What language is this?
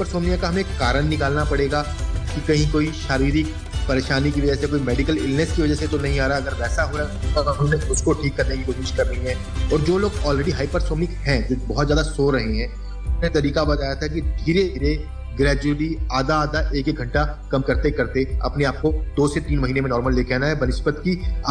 Hindi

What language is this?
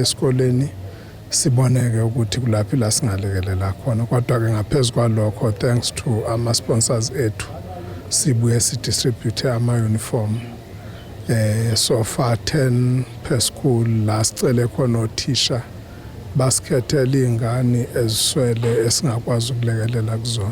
Zulu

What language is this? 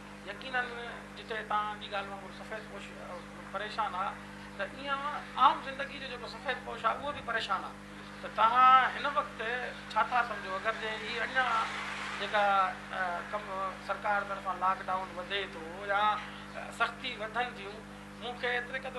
Sindhi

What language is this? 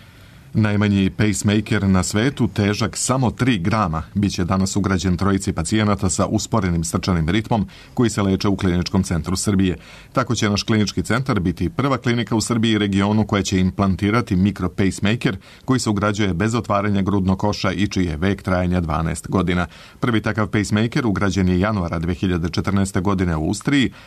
Serbian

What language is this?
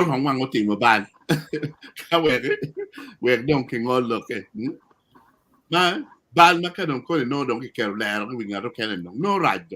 Acoli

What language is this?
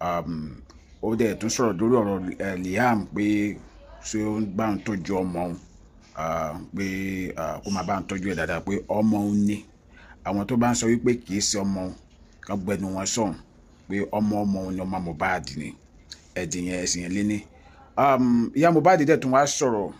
Yoruba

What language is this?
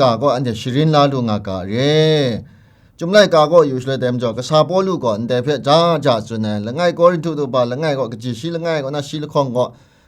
Kachin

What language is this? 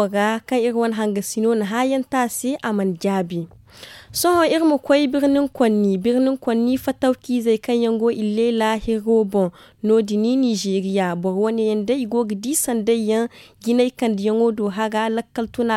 Zarma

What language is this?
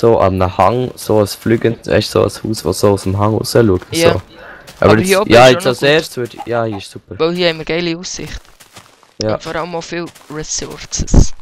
Swiss German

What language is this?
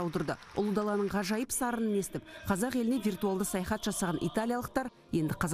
Kazakh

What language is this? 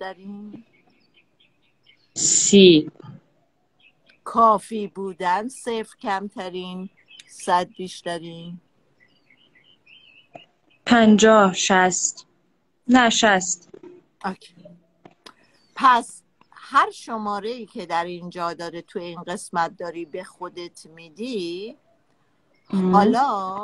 Persian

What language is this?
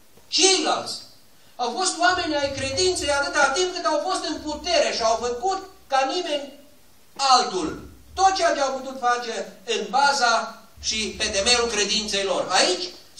Romanian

